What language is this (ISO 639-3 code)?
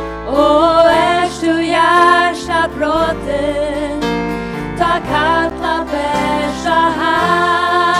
fao